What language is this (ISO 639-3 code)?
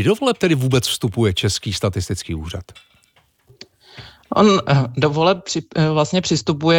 ces